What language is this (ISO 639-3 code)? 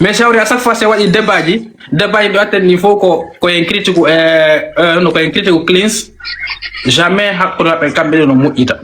ful